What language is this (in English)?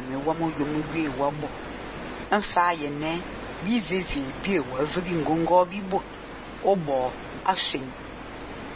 Fang